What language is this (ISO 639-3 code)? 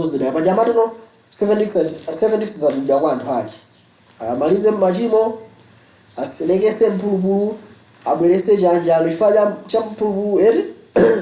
nya